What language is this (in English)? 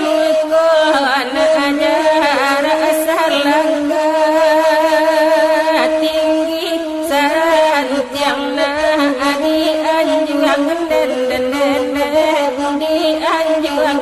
Minangkabau